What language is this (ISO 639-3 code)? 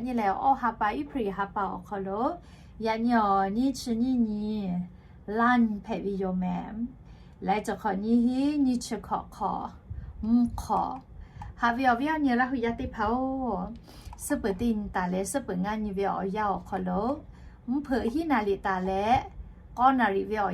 lhu